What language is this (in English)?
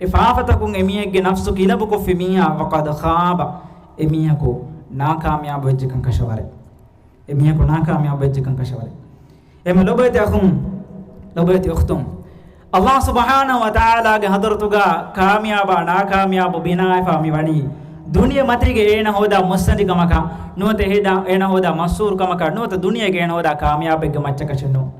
Divehi